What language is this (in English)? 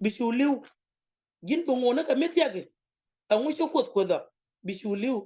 Nuer